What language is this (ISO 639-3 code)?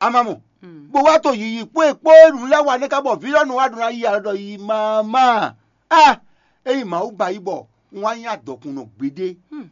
fon